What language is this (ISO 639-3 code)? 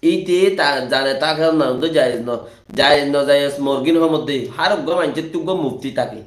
rhg